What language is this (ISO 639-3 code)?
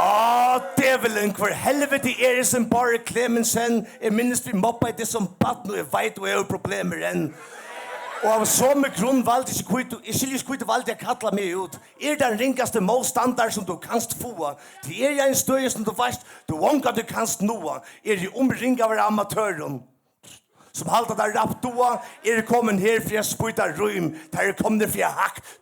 fao